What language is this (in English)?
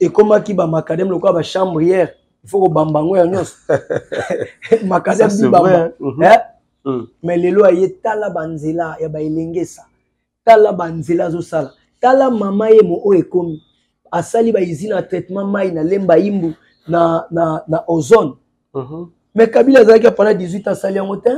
Lingala